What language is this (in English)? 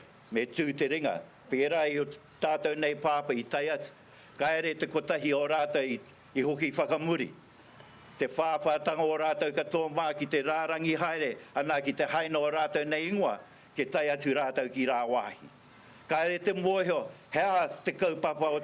Māori